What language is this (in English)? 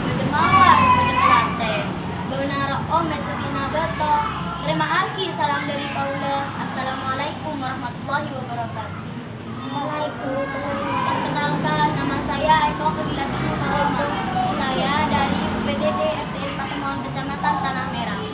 Madurese